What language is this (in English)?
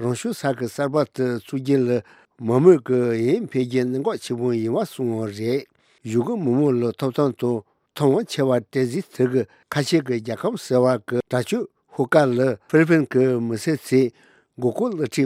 Tibetan